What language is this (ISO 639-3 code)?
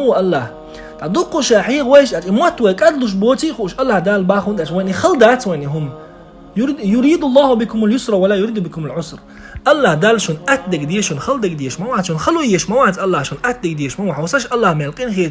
che